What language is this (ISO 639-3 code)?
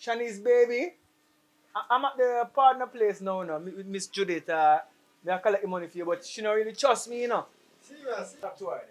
jam